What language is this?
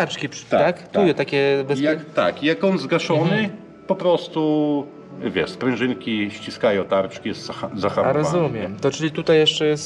Polish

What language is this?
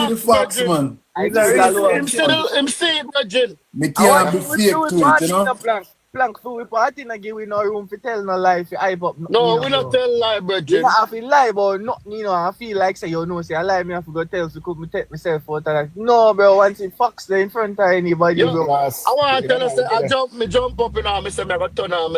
Jamaican Creole English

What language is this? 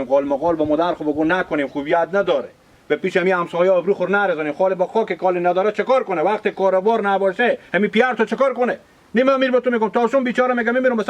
Hazaragi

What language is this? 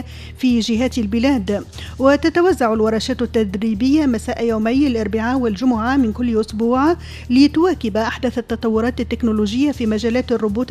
Tunisian Arabic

